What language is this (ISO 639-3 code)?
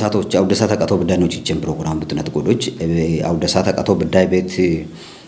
kbr